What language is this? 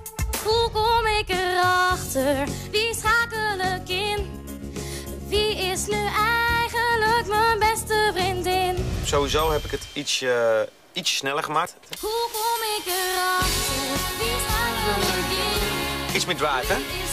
Dutch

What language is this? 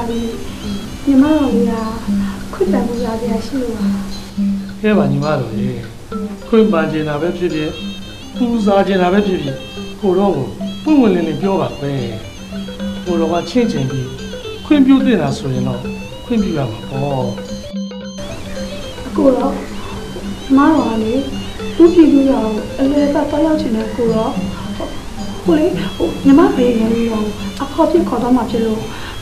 Burmese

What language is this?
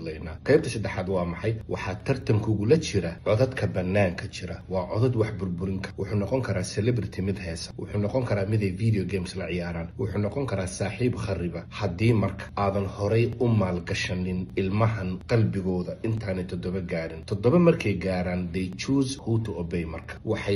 Somali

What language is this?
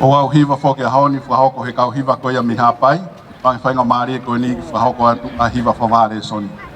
Tongan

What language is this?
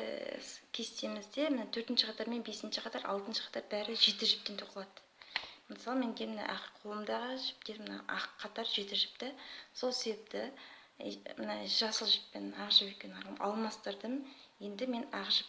Kazakh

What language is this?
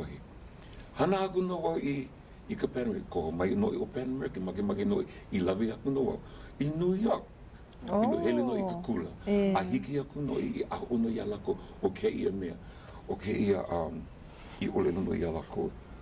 Hawaiian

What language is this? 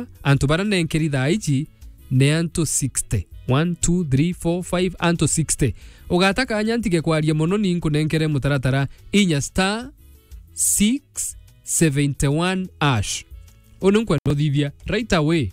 Meru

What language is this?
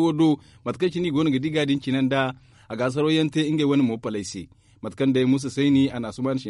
Zarma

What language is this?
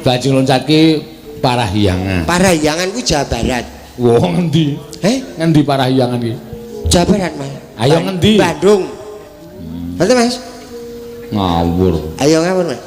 Javanese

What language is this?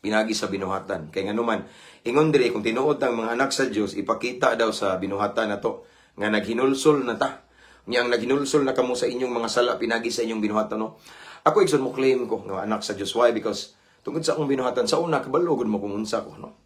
Cebuano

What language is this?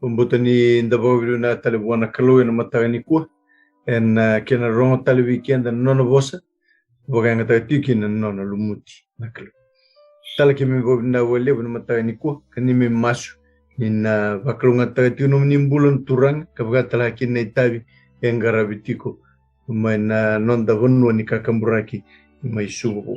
Fijian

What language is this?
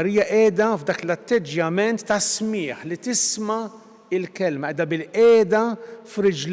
Maltese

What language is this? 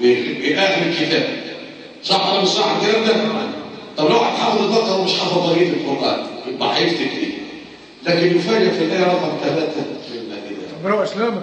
Egyptian Arabic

